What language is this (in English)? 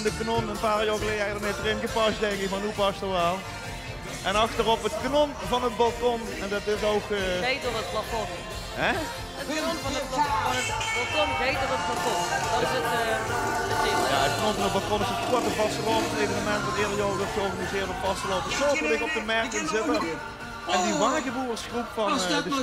Limburgish